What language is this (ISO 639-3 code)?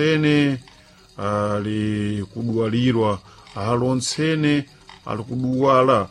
seh